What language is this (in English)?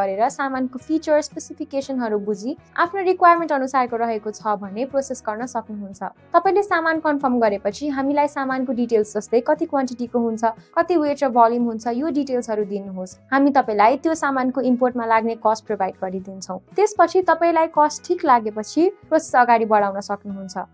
Nepali